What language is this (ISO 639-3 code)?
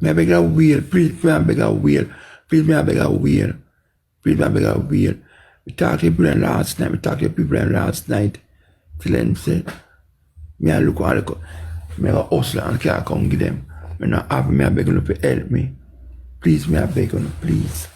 jam